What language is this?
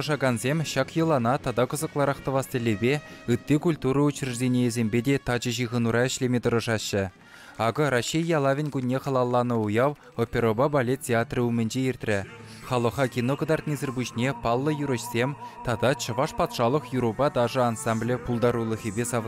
Chuvash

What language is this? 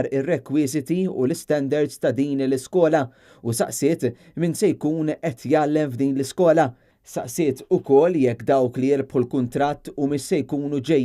Maltese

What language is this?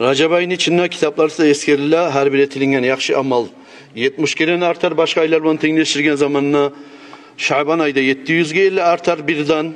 Kumyk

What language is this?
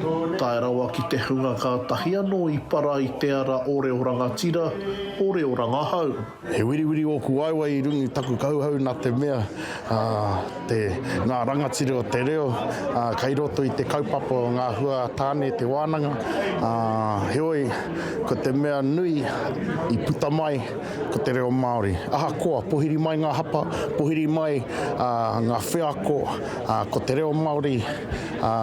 Māori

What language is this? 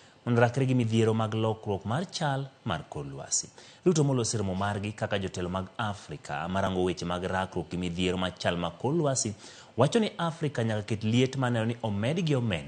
Luo (Kenya and Tanzania)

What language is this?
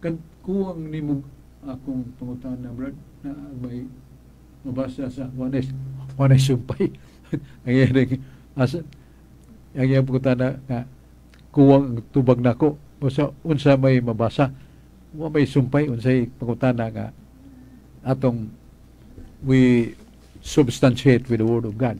Cebuano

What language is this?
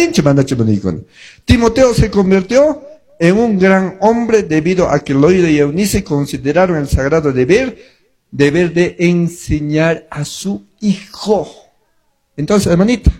Quechua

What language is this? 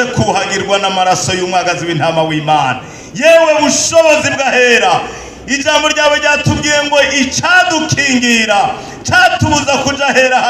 Rundi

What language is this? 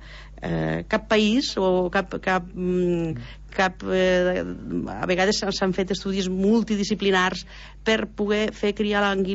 Catalan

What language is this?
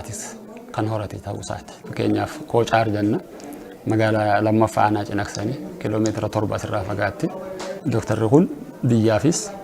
Oromo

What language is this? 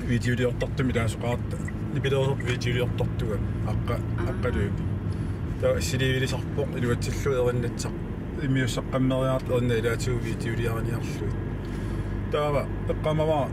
Kalaallisut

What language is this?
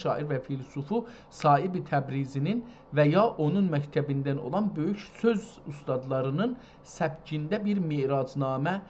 South Azerbaijani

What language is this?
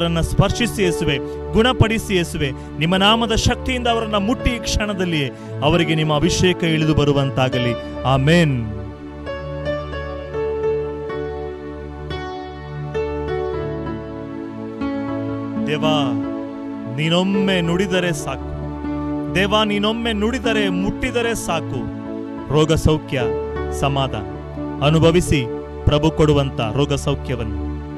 Kannada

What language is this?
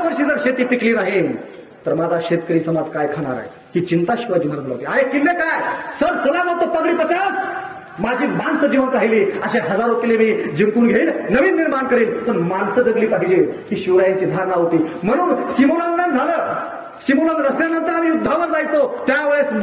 Marathi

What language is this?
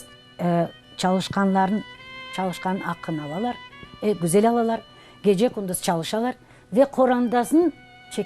Crimean Tatar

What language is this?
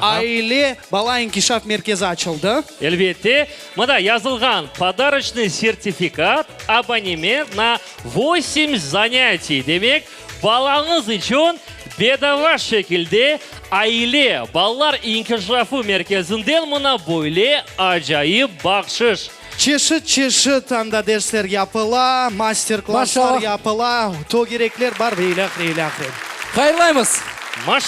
Crimean Tatar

